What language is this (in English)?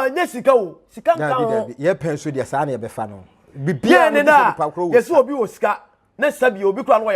Akan